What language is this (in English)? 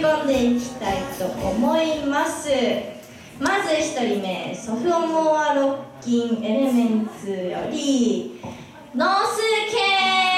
Japanese